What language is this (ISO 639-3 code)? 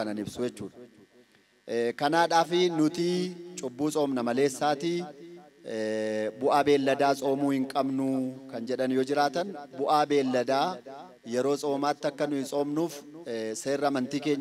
orm